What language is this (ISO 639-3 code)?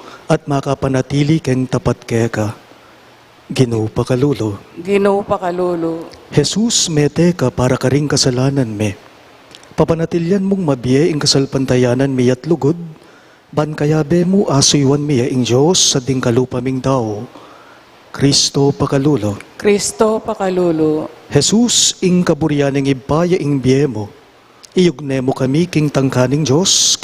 pam